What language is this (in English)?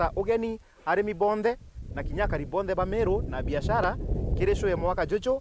Meru